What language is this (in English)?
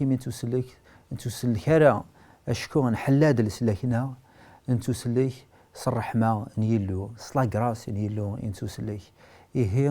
Kabyle